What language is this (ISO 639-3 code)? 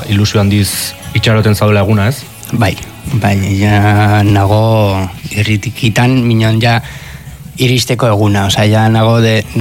eus